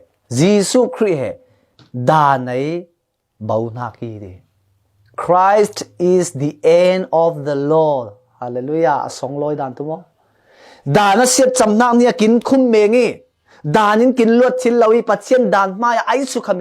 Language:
Falam Chin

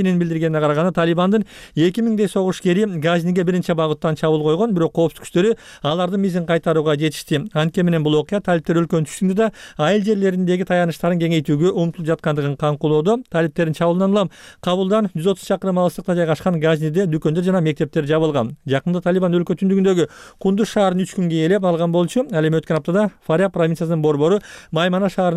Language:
Kyrgyz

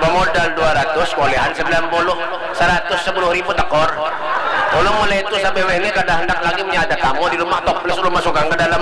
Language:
Banjar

